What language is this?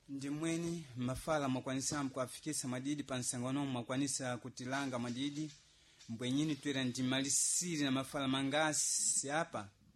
Sena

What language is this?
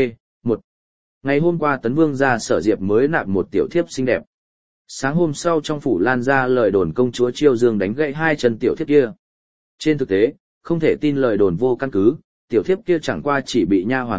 Vietnamese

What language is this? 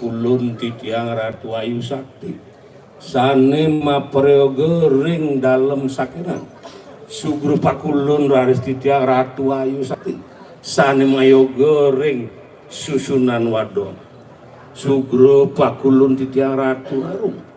Balinese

